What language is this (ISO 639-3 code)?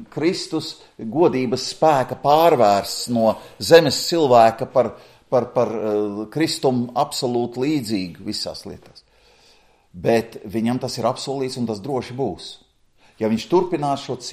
lav